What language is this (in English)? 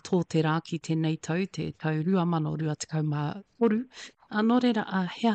Māori